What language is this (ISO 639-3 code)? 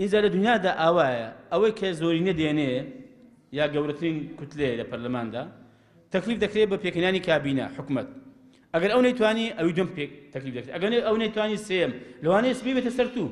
ckb